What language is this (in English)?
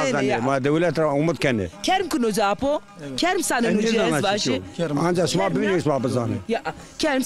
Zaza